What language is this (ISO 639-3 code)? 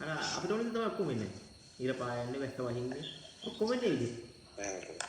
sin